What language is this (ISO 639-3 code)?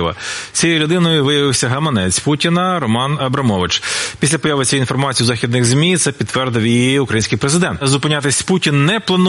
ukr